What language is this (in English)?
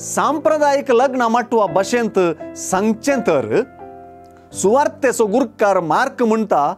Konkani